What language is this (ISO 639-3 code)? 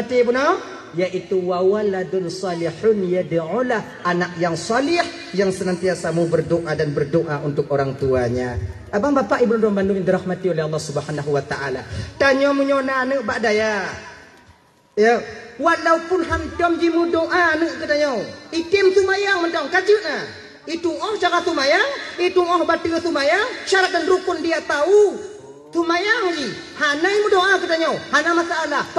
ace